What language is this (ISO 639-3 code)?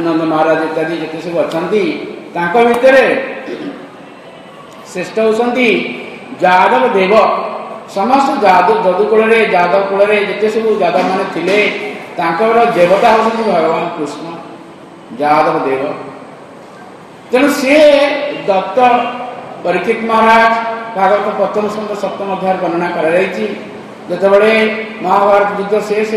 ori